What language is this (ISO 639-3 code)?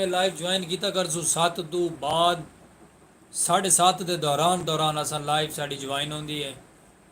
skr